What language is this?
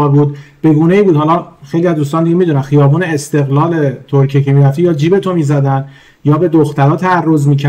Persian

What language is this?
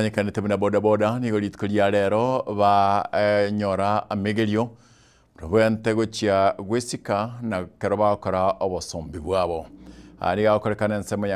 Gusii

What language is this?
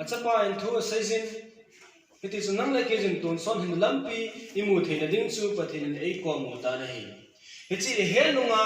Thado Chin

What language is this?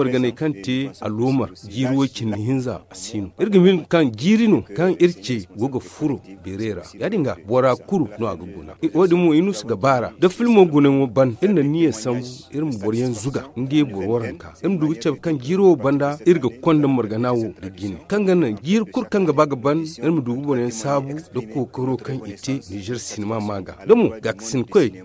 Zarma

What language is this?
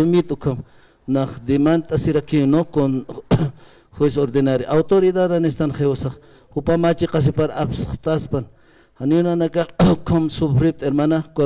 Aymara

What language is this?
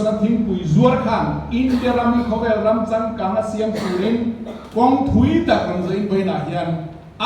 Mizo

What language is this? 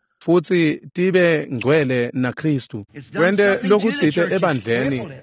Swati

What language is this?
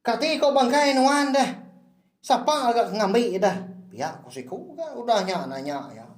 Iban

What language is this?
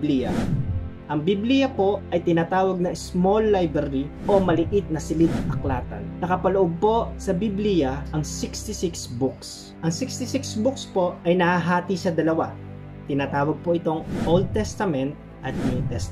Filipino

